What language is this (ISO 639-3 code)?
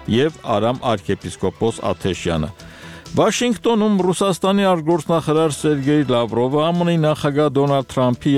hye